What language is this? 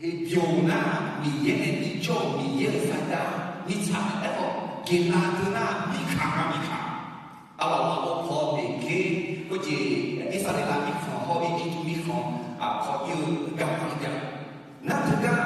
Akha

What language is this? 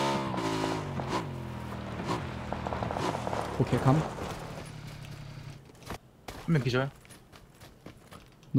Korean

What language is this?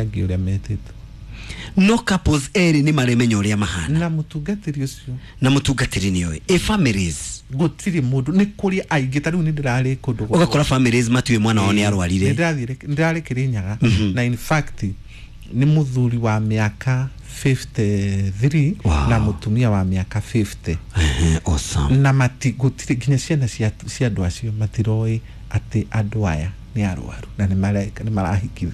Kikuyu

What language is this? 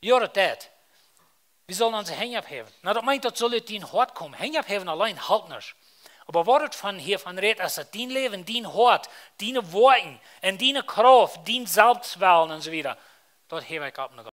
Plautdietsch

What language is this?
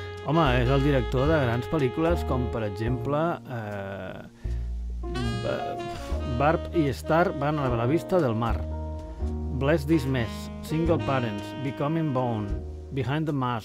Catalan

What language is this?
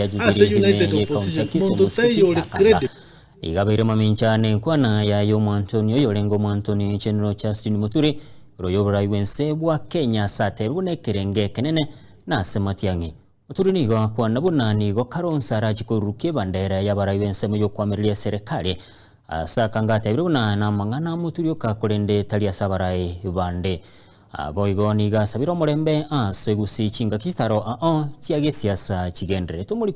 Gusii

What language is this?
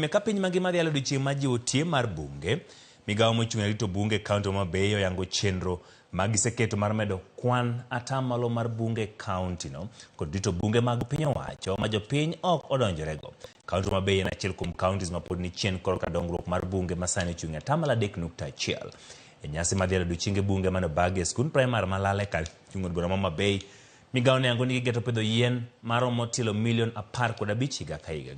Luo (Kenya and Tanzania)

